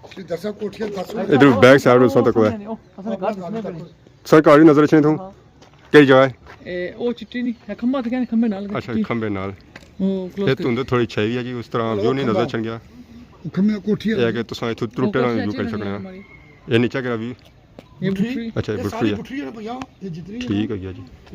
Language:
Pahari-Potwari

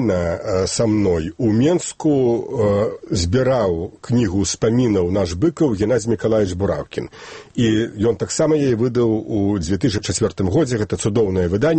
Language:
Belarusian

